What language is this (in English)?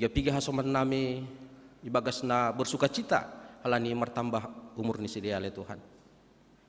Batak Simalungun